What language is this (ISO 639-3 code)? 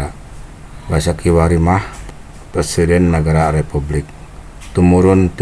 sun